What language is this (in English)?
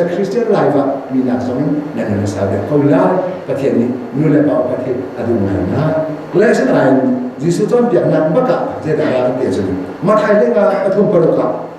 Hakha Chin